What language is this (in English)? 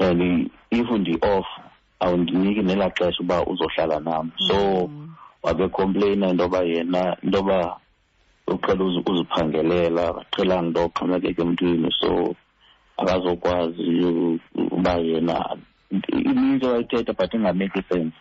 Xhosa